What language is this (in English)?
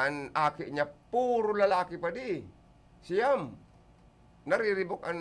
Bikol